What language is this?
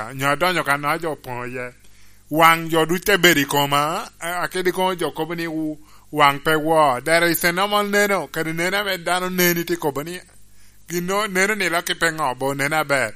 Lango (Uganda)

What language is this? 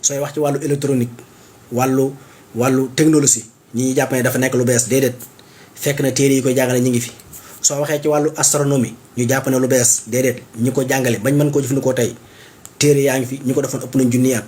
Wolof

